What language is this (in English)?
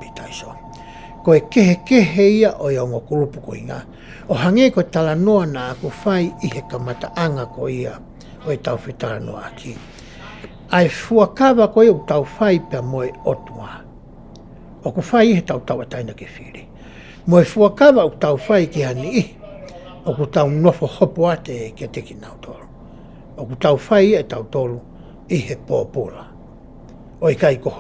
Tongan